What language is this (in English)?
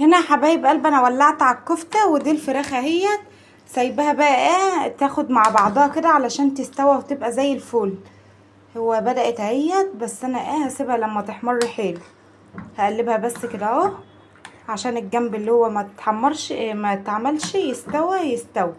Egyptian Arabic